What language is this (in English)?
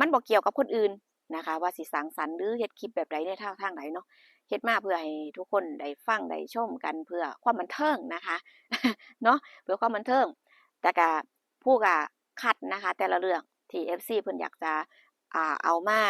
Northeastern Thai